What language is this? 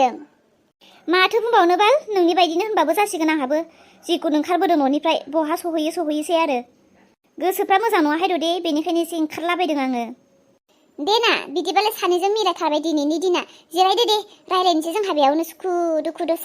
Bodo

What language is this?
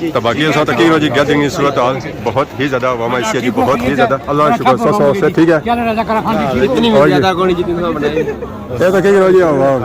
Pahari-Potwari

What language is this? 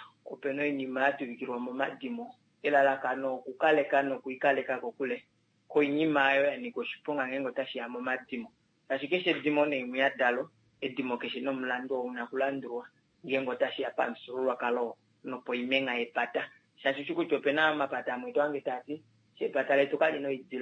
Kuanyama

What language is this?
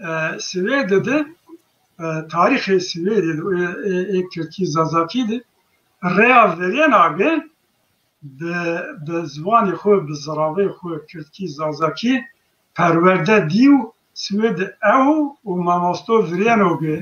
Zaza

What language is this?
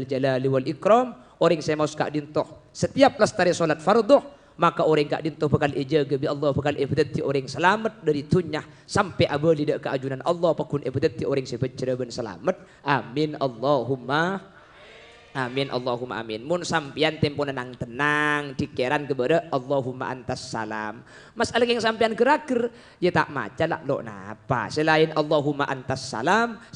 Madurese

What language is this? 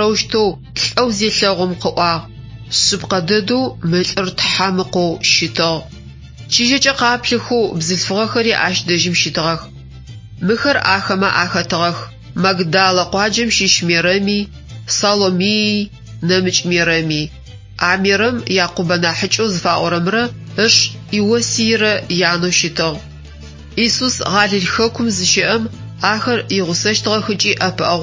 Adyghe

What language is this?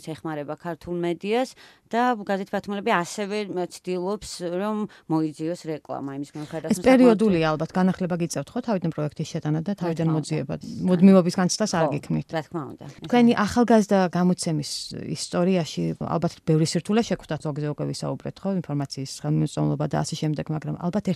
Georgian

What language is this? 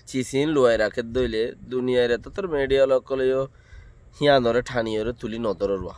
Rohingya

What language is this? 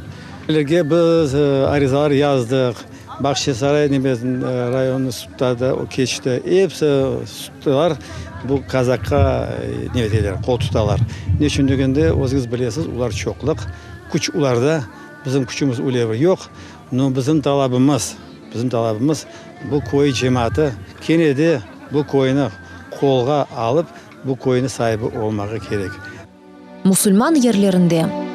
Crimean Tatar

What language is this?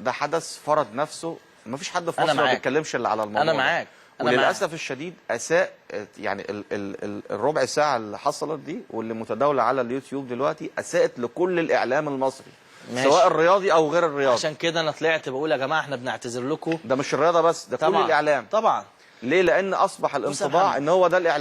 Egyptian Arabic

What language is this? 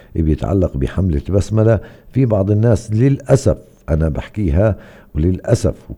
North Levantine Arabic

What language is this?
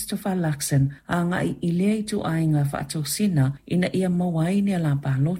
Samoan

